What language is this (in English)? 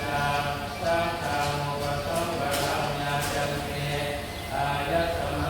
Pali